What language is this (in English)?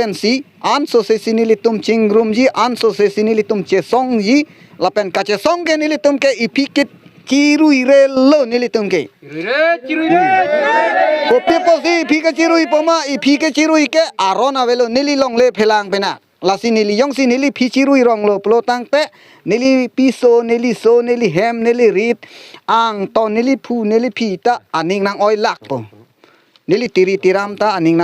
Karbi